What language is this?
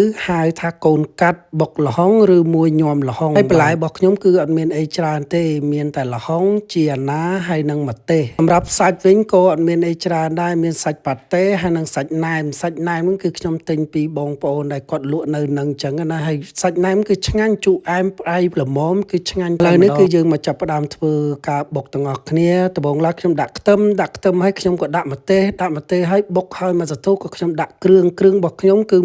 Khmer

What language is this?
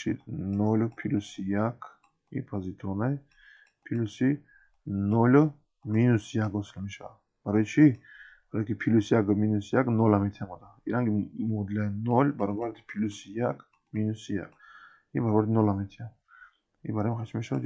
Tajik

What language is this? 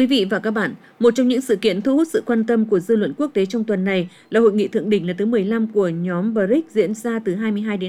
Vietnamese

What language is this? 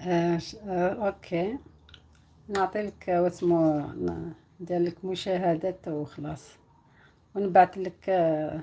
Algerian Arabic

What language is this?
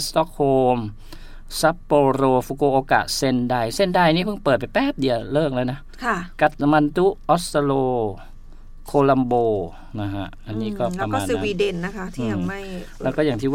Thai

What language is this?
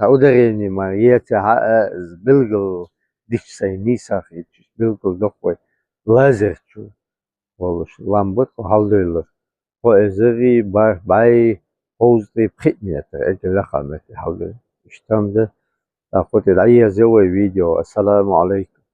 Chechen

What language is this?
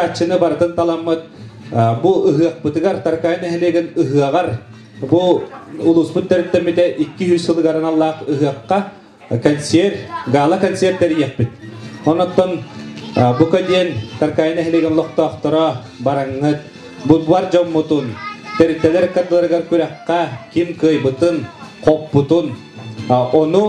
Yakut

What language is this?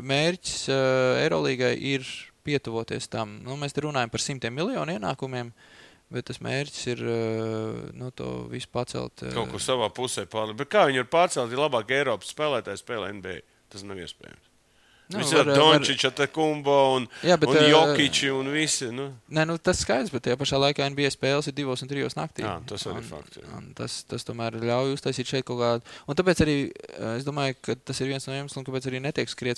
Latvian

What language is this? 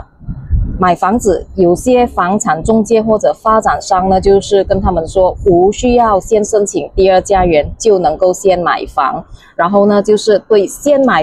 Chinese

